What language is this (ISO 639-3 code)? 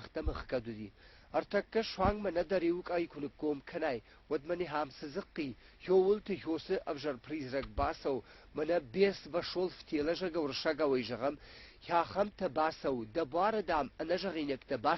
oss